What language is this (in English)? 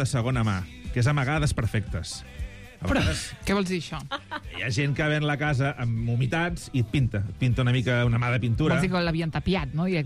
Catalan